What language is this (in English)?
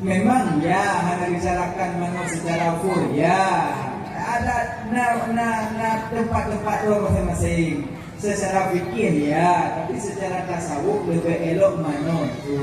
Achinese